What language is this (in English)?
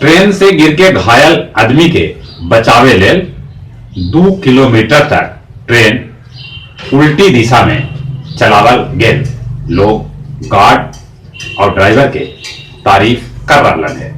Magahi